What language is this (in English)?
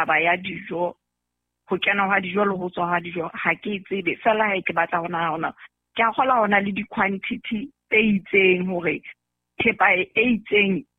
Southern Sotho